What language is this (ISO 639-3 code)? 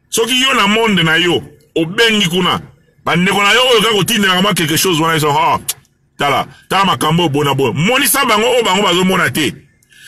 lin